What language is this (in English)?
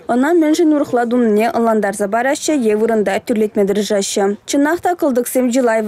Chuvash